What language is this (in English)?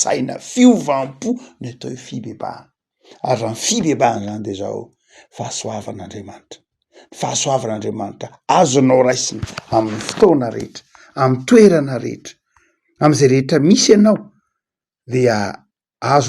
Malagasy